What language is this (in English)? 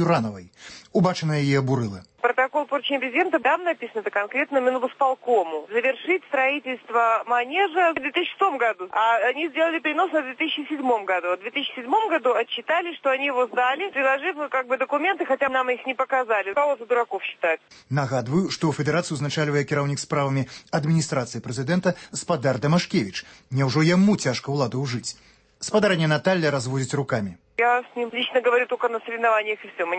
Belarusian